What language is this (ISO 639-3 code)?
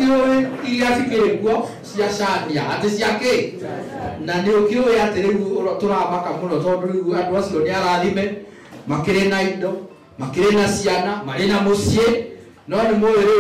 kik